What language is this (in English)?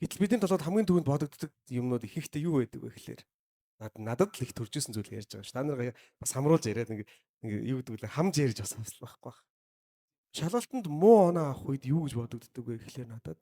Mongolian